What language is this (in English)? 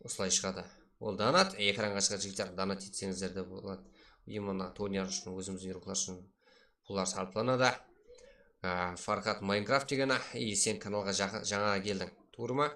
Kara-Kalpak